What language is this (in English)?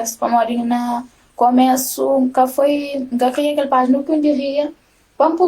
Kabuverdianu